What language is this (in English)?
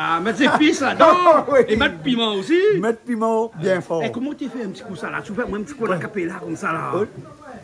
Réunion Creole French